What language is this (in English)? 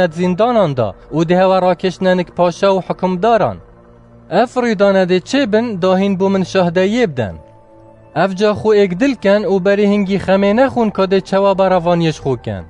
Kurdish